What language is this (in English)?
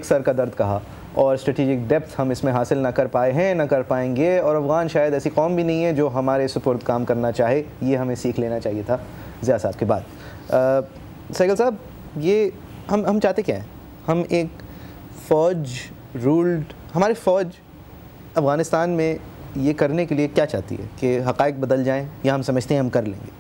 Urdu